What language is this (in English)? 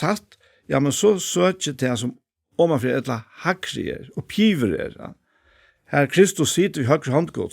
Faroese